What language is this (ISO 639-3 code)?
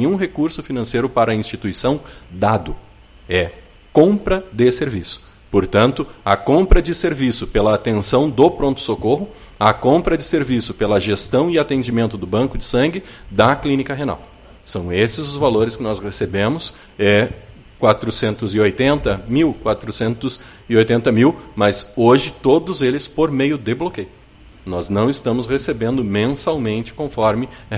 por